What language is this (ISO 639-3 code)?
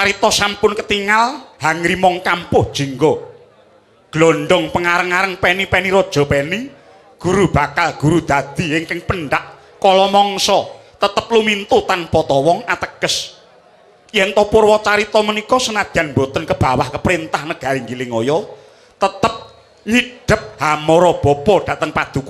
jav